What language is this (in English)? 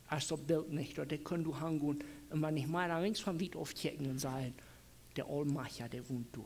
Plautdietsch